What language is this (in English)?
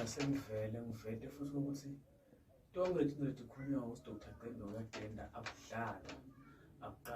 Zulu